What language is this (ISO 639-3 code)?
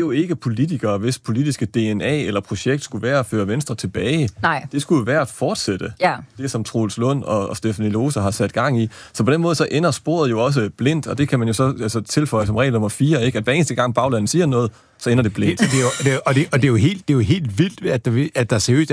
dan